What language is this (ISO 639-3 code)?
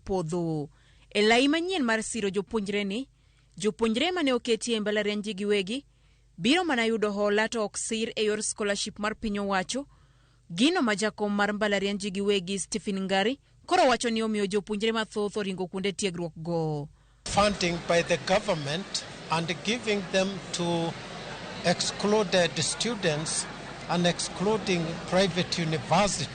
luo